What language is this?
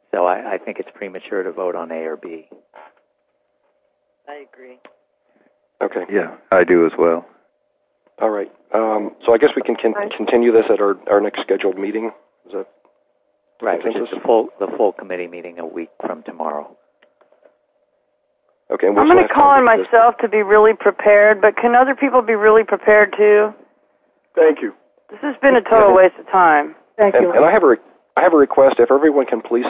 English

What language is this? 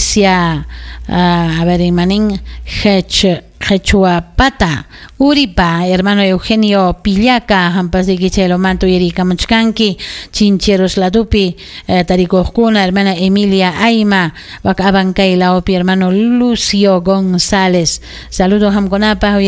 Ayacucho Quechua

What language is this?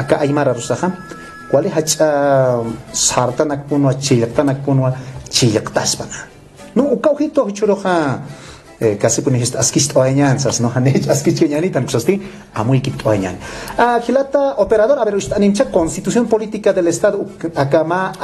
Aymara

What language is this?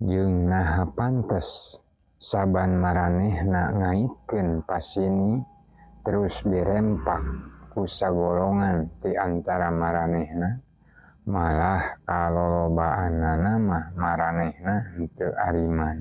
Sundanese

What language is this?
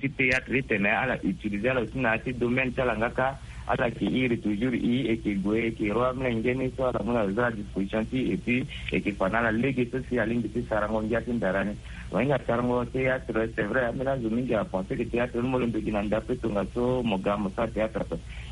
Sango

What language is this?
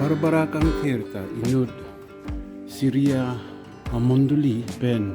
Karbi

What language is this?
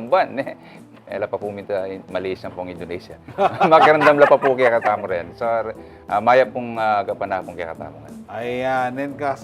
Pampanga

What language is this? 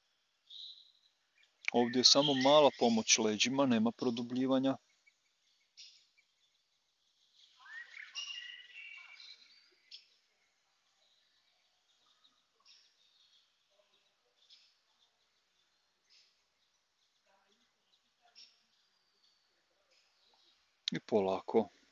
Croatian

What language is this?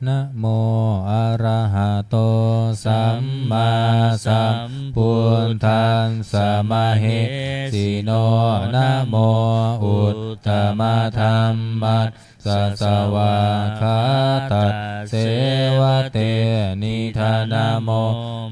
Pali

